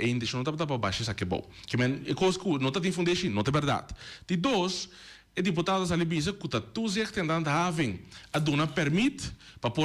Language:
Papiamento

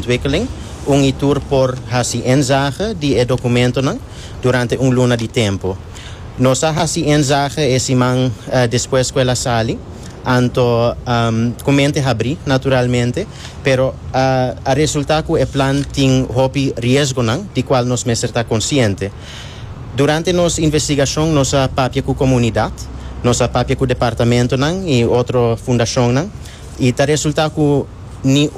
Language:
Papiamento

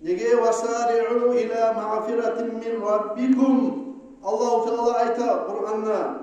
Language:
Kumyk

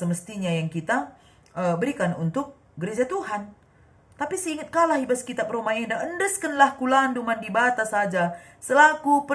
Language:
Batak Karo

